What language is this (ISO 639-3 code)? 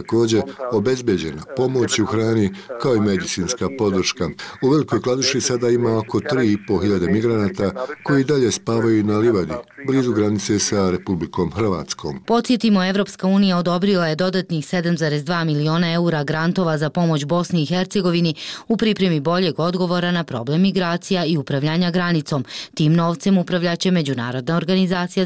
bos